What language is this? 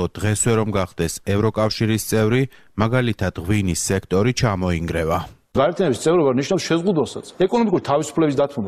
Georgian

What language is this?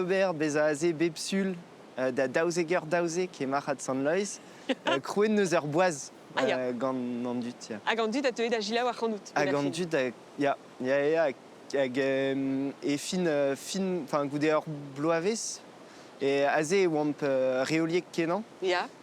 Breton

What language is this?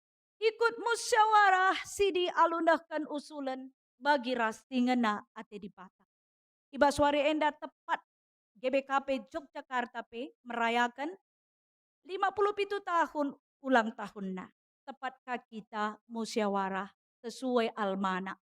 Batak Karo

